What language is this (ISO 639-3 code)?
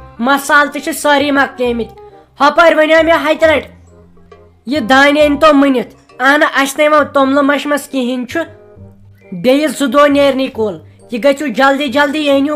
kas